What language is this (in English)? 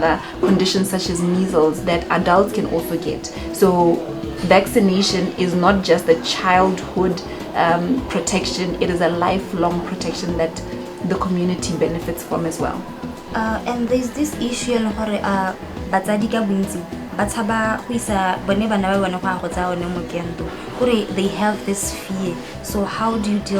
Tswana